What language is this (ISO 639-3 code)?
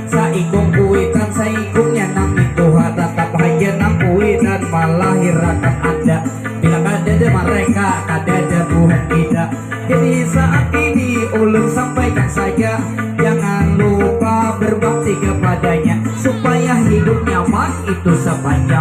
bjn